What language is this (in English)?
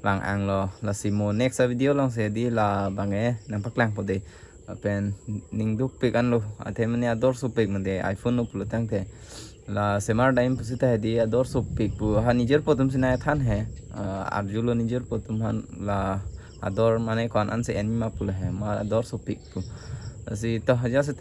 Karbi